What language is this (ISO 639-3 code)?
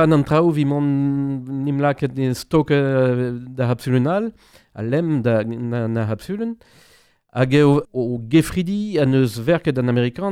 bre